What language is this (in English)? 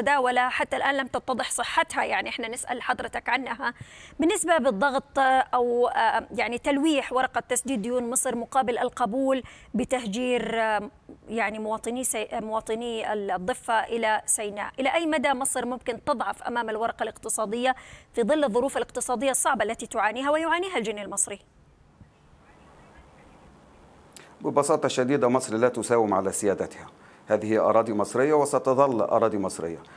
Arabic